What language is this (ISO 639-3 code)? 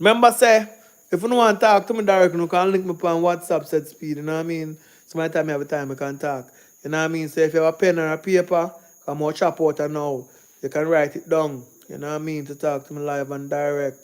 jam